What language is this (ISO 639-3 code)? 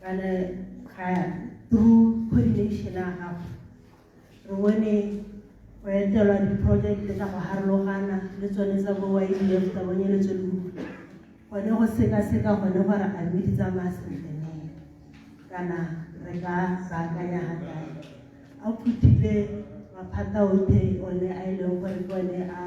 tsn